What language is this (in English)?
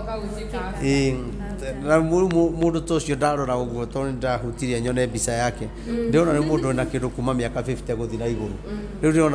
Kikuyu